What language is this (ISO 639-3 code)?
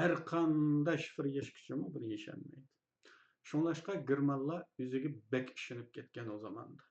uig